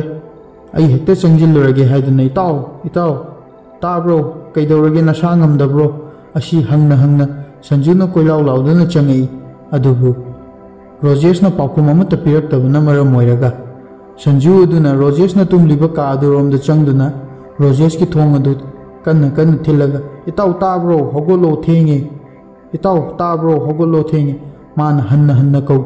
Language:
Manipuri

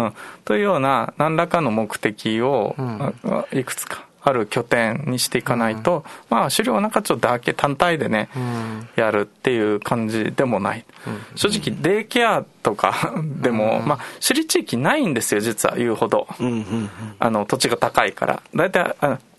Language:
Japanese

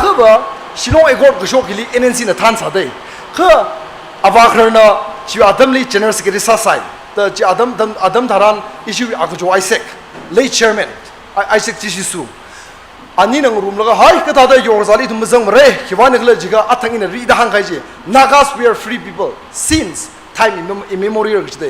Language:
Tangkhul Naga (India)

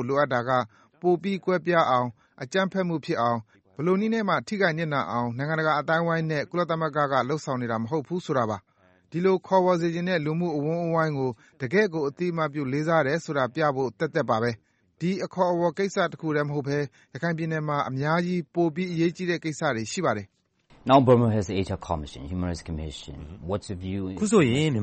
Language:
Burmese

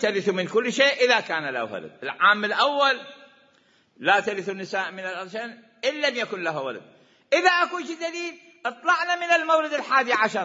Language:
Mesopotamian Arabic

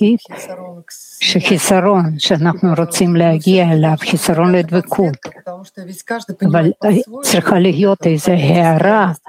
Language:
Hebrew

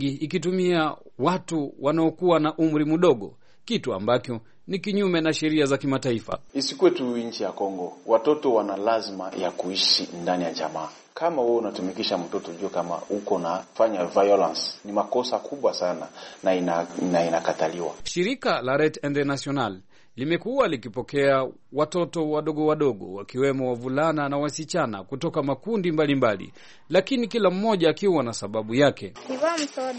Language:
Swahili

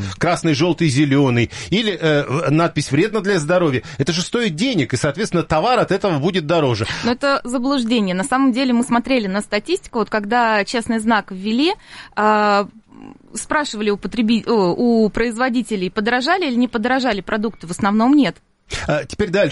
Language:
Russian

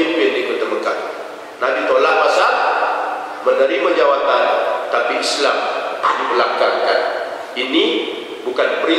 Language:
Malay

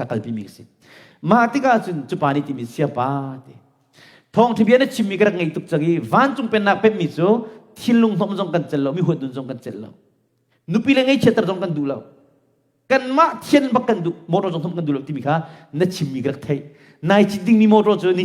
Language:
Hakha Chin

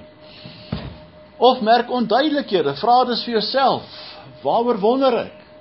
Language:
Afrikaans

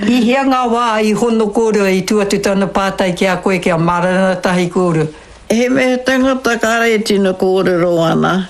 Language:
Māori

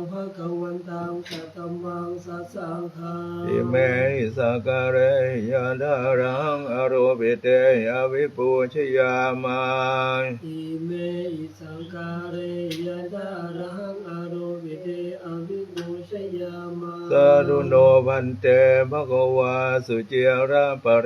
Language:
Pali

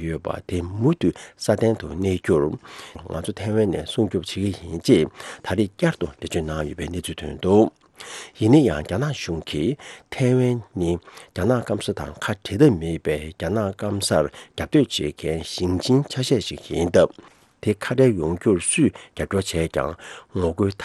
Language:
Tibetan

